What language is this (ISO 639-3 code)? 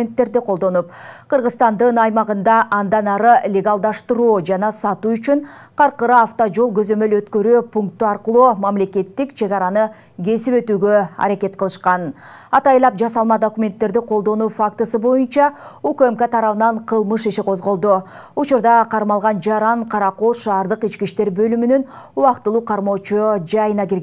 kir